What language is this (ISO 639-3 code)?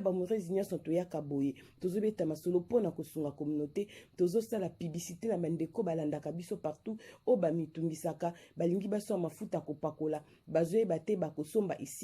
lin